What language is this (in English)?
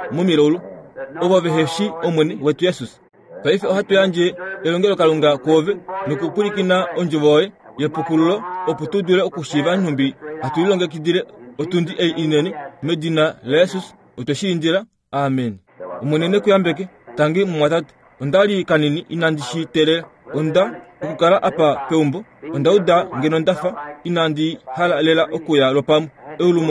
Kuanyama